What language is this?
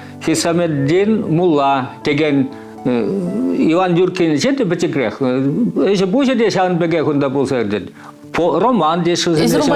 Chuvash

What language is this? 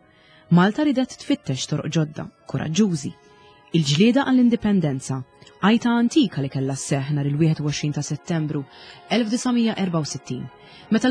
Maltese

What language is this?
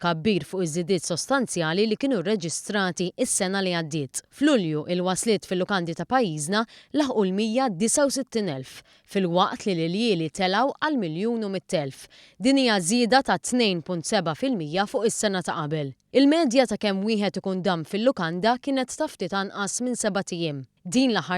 Maltese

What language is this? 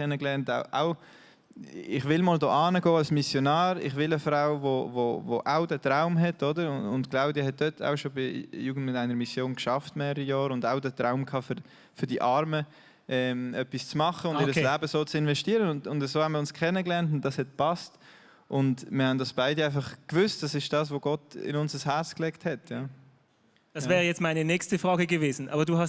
Swiss German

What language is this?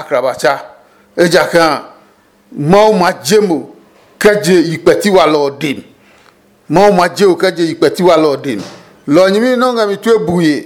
Adangme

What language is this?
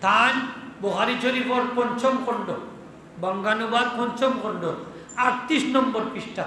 Sylheti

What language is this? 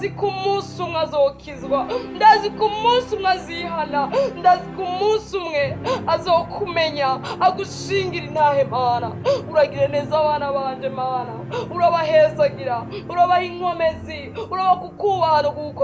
Rundi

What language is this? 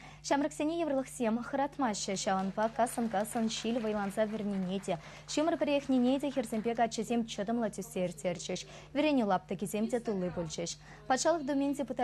Chuvash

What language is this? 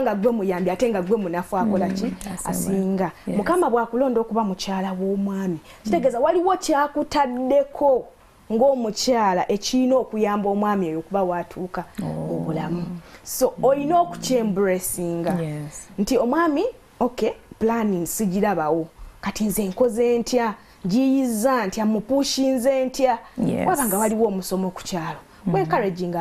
Ganda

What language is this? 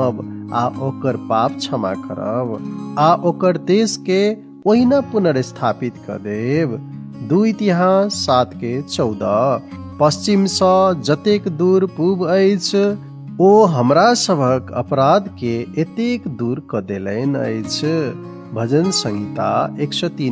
Maithili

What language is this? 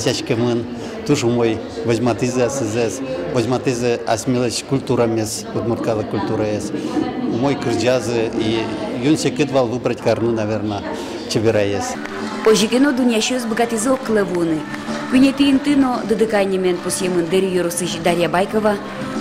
Udmurt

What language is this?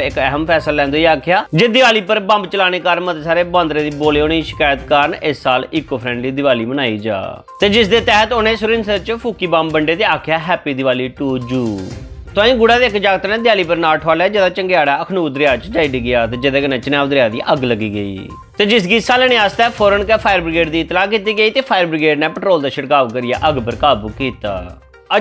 Dogri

